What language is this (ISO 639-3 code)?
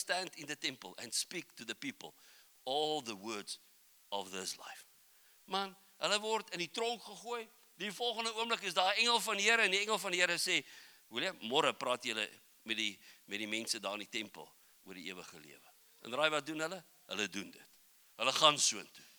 afr